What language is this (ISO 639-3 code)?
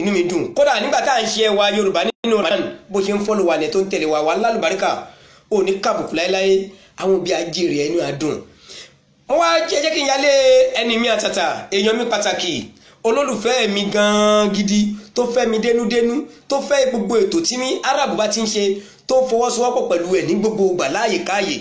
yor